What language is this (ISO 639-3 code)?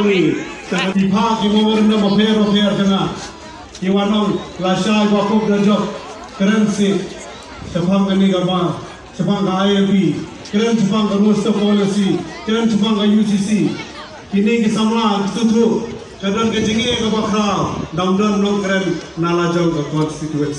kha